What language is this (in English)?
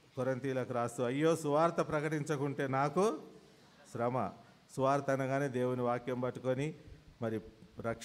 Telugu